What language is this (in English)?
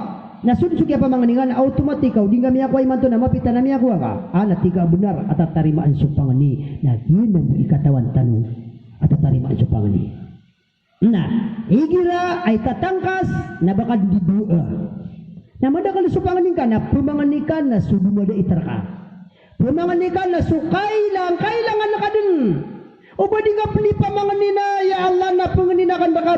Maranao